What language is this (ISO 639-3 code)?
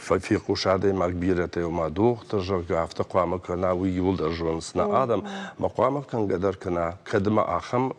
oss